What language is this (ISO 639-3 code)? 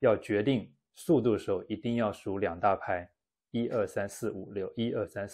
zho